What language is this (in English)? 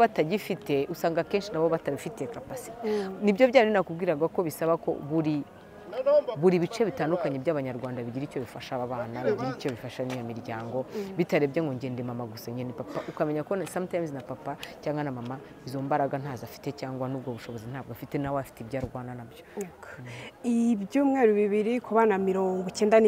Kinyarwanda